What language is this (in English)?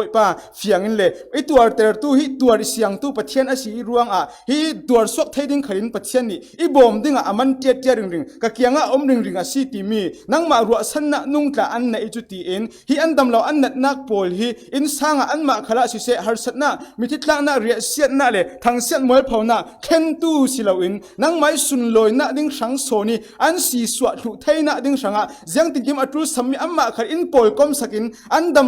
Falam Chin